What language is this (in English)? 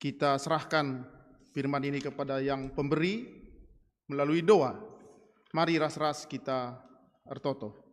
Batak Karo